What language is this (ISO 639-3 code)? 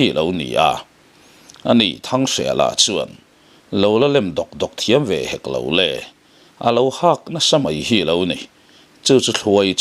lus